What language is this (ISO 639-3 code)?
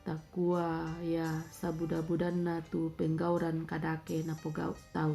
sda